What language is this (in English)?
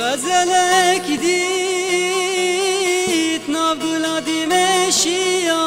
Kurdish